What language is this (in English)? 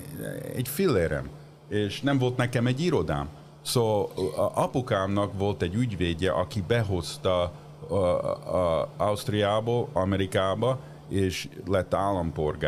Hungarian